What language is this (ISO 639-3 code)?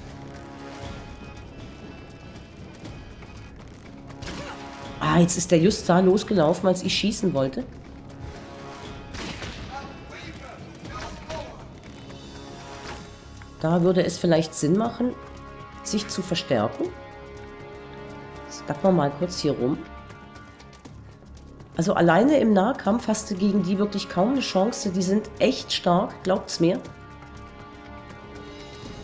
deu